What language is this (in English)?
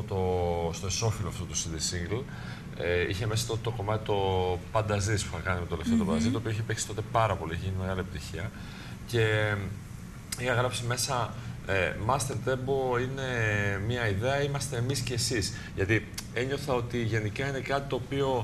Greek